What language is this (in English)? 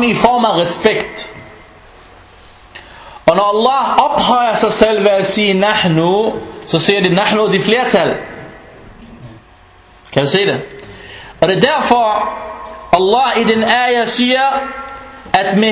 Danish